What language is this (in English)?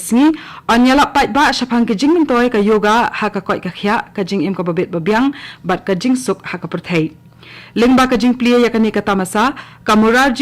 Khasi